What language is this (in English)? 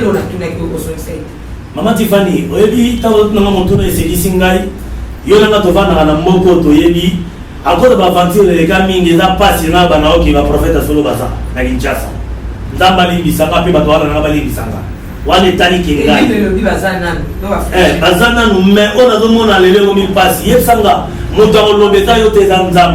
Lingala